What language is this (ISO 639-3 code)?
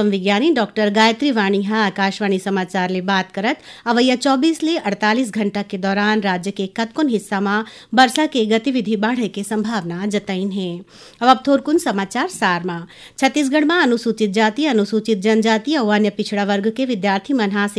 hne